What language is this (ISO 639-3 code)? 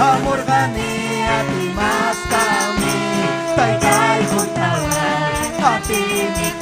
quy